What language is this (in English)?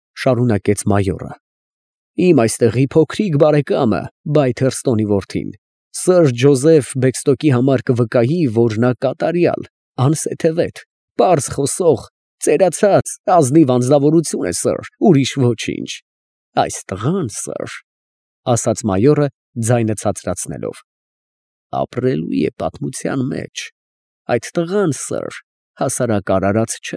Armenian